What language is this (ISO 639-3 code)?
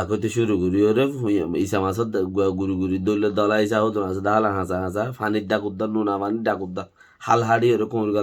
rhg